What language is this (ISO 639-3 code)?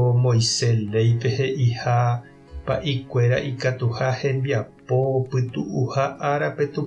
grn